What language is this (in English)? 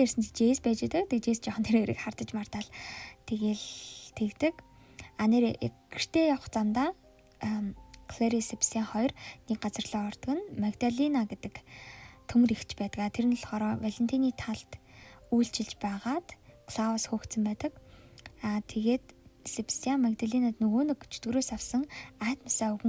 Mongolian